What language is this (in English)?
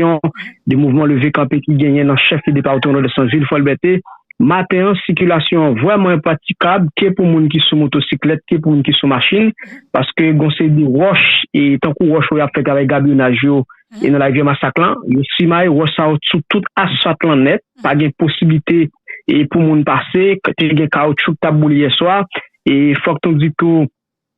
Haitian Creole